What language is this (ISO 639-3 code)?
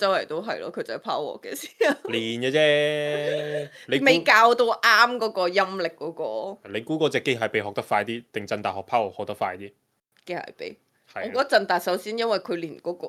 yue